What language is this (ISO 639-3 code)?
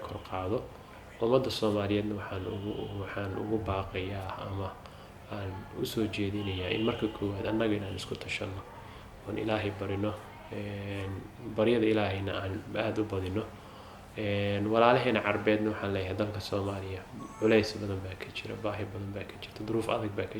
som